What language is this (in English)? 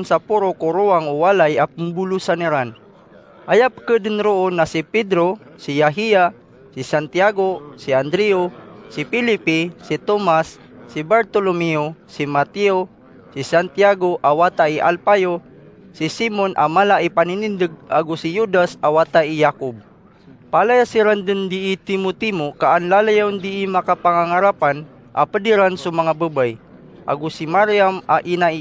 Maranao